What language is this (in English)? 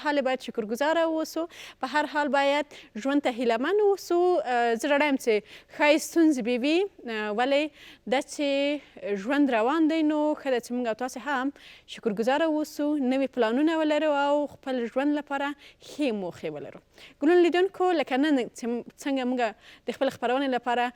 Pashto